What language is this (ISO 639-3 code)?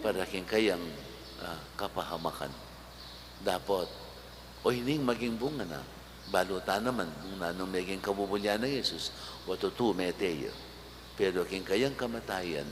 pam